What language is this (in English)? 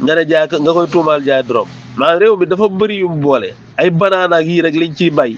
Wolof